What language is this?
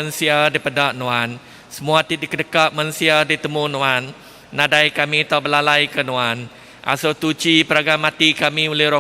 Iban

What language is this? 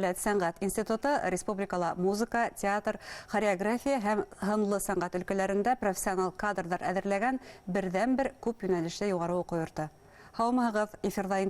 Bashkir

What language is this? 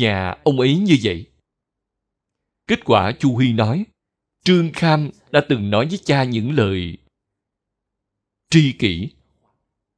Vietnamese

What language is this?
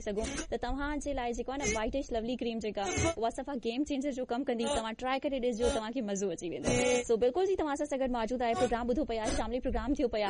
Sindhi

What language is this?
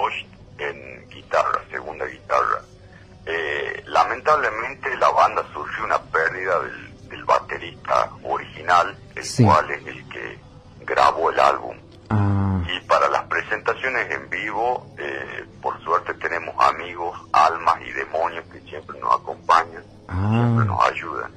Spanish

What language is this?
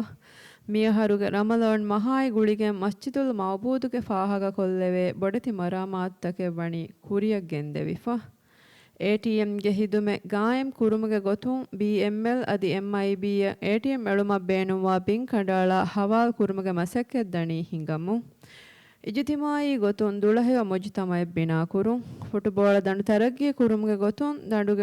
Divehi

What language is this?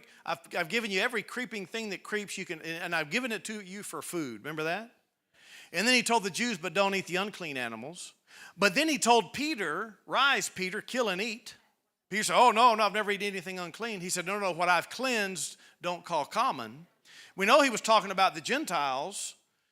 English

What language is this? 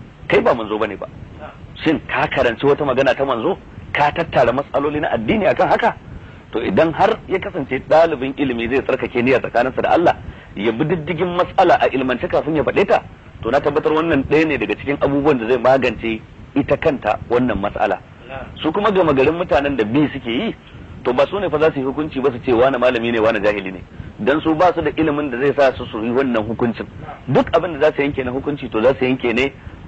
Hausa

